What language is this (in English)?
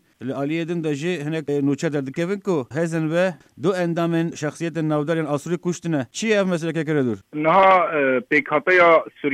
Kurdish